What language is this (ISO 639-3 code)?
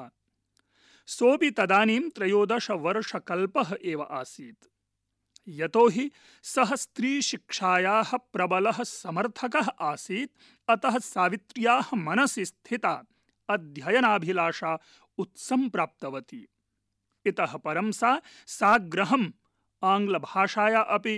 san